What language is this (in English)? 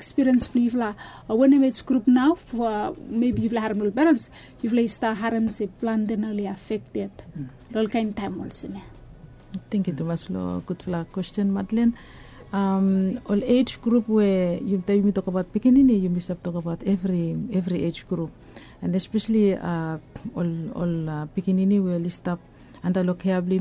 Bislama